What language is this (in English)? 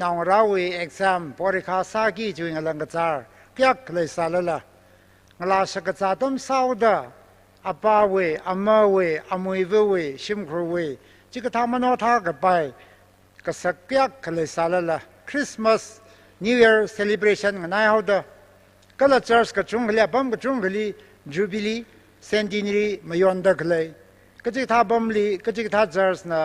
Tangkhul Naga (India)